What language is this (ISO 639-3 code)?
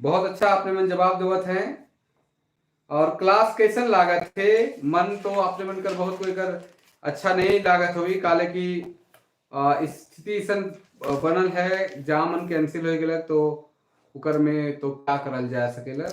sck